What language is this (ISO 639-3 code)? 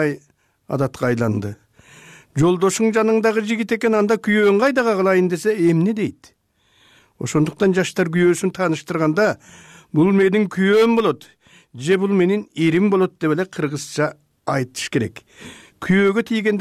kir